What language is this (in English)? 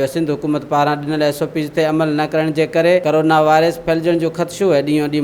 Sindhi